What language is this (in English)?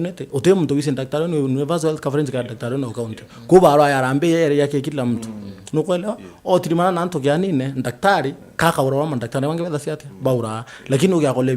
Meru